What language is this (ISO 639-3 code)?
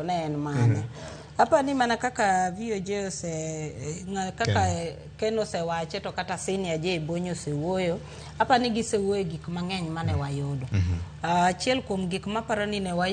luo